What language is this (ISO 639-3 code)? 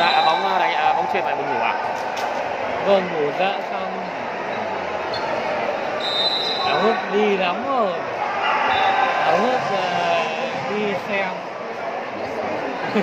vie